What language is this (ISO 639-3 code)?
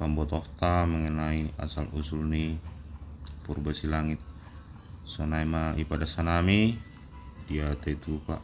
bts